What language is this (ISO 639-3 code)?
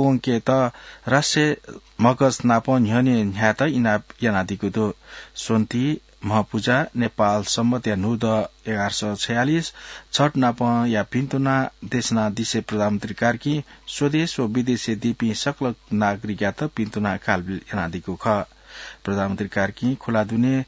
new